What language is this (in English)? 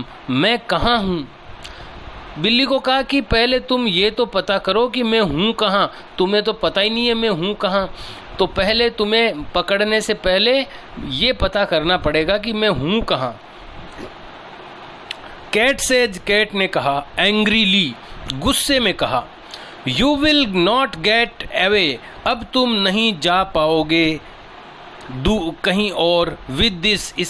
Hindi